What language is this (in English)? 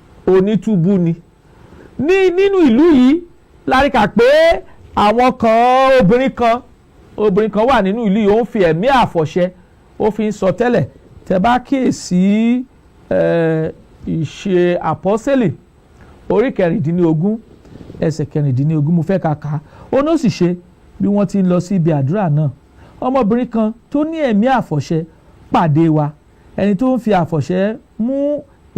Yoruba